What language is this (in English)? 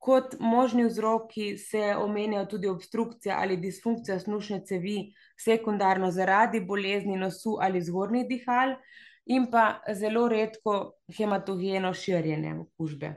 Slovenian